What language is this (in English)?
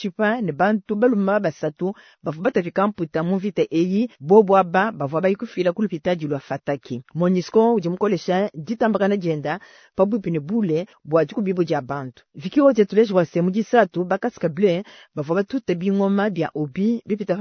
Luba-Lulua